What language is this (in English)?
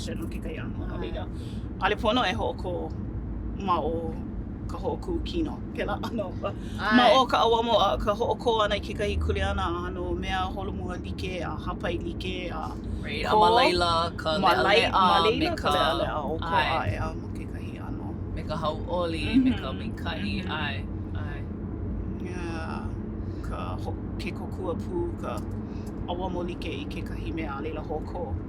Hawaiian